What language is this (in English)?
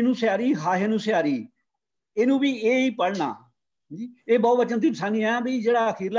Punjabi